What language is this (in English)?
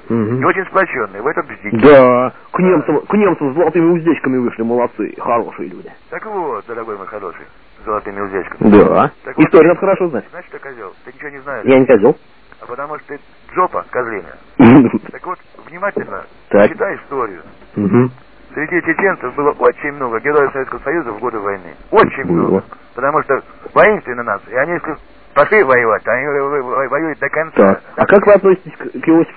Russian